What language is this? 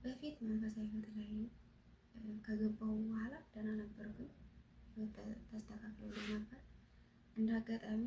Amharic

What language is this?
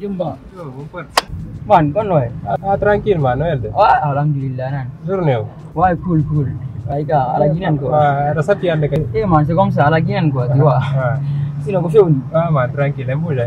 Pular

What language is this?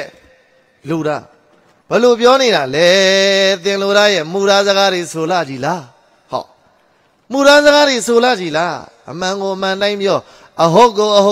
Burmese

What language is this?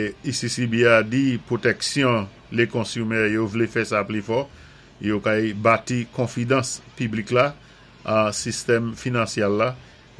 Saint Lucian Creole French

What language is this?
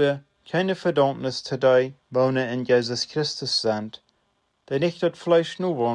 Plautdietsch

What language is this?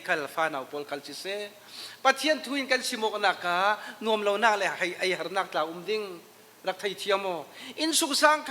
Falam Chin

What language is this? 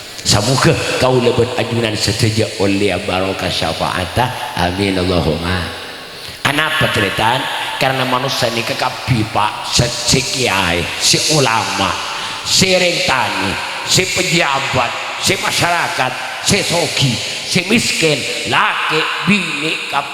Madurese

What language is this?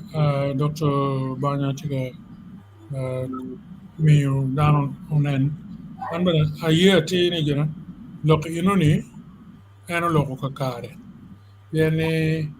Acoli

